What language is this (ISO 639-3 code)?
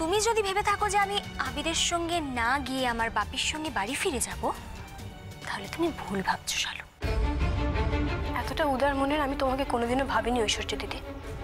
ben